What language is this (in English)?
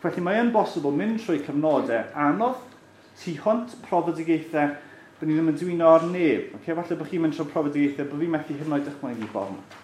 Welsh